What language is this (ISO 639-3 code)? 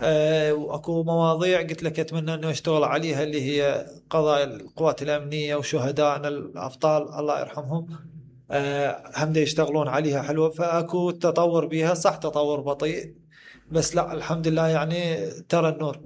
acm